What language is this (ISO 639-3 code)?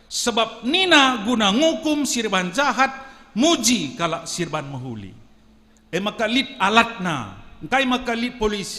btx